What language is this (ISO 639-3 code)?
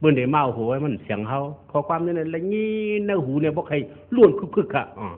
shn